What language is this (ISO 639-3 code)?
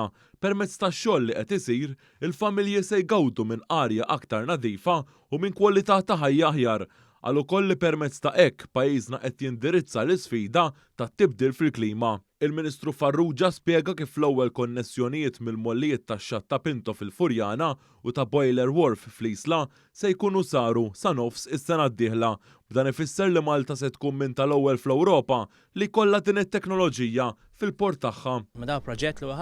mlt